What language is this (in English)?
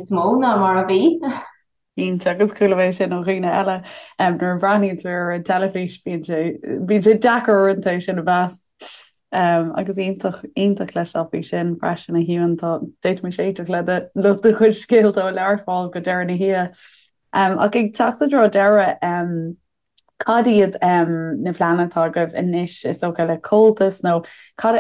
Irish